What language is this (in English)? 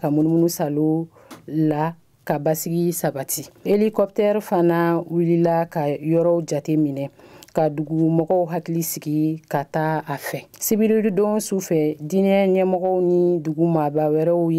Bambara